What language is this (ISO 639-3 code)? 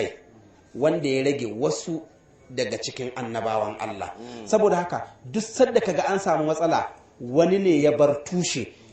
hau